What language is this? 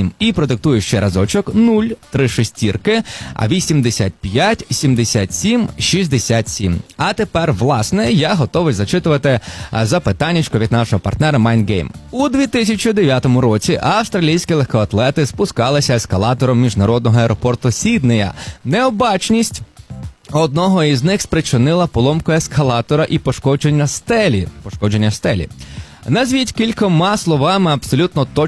Ukrainian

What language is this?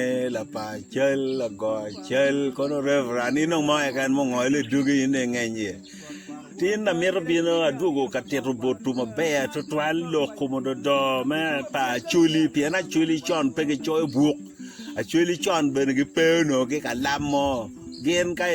Acoli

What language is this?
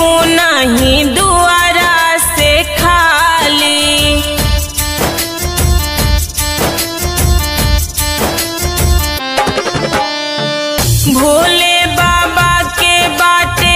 Bhojpuri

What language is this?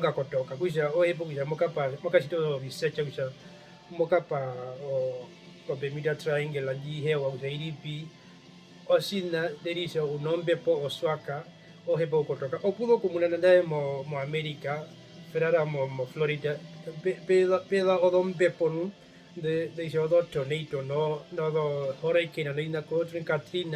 Herero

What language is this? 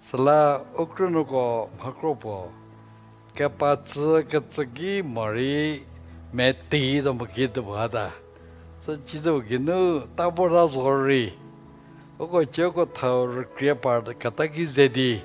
Angami Naga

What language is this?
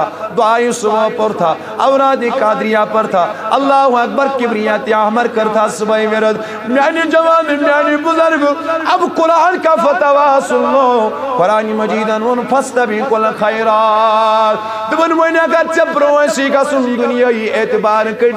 Kashmiri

